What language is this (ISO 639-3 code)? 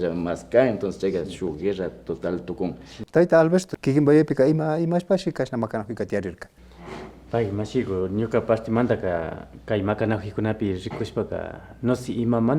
qvi